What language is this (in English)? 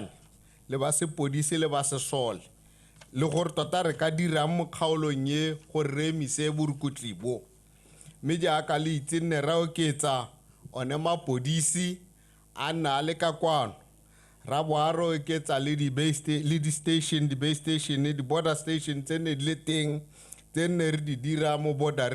Tswana